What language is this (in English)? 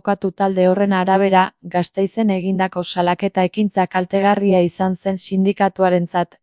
Basque